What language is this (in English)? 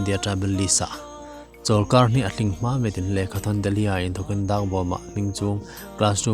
Hmar